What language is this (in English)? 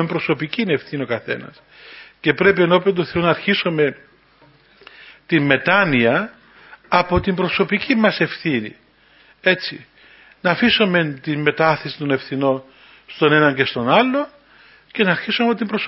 Greek